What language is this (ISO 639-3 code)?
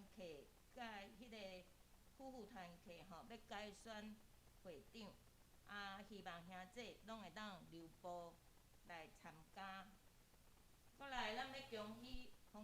nan